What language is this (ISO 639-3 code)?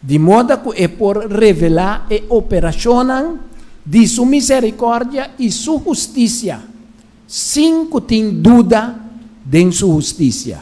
pap